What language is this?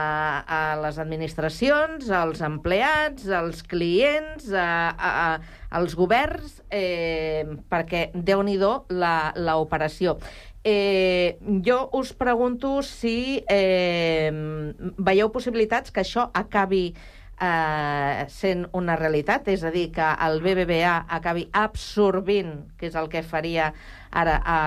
Catalan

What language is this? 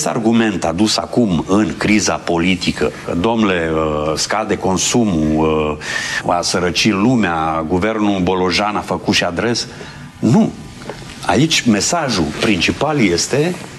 Romanian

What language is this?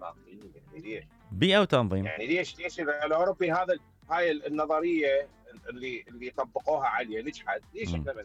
Mesopotamian Arabic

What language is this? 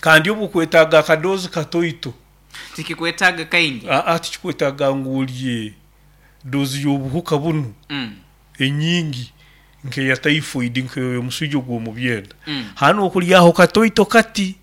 Nyoro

